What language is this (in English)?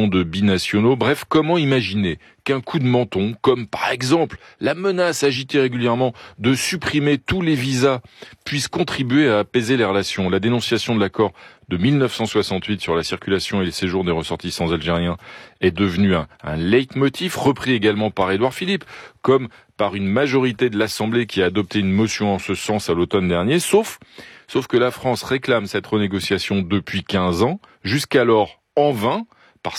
French